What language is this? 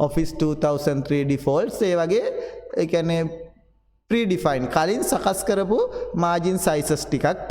Sinhala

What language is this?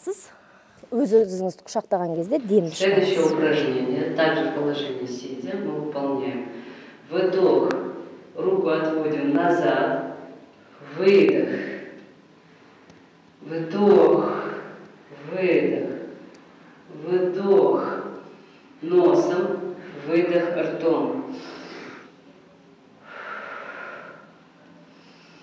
Kazakh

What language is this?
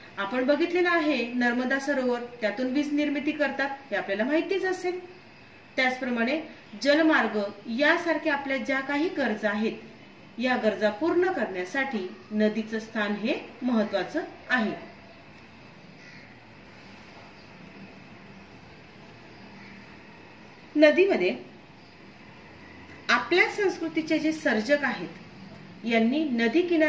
Marathi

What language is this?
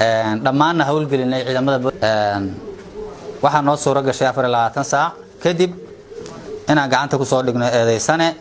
Somali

